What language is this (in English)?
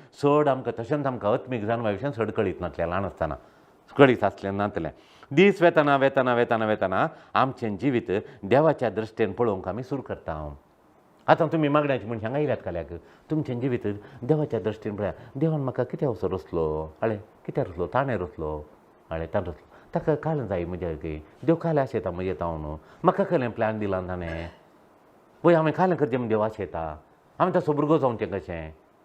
Konkani